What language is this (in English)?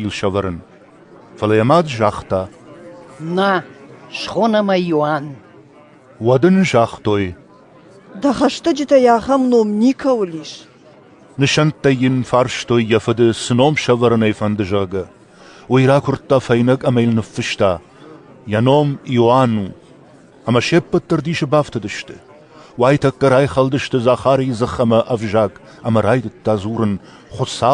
Ossetic